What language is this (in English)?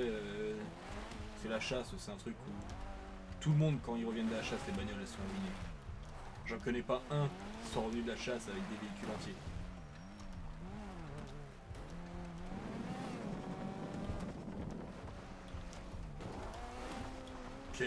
French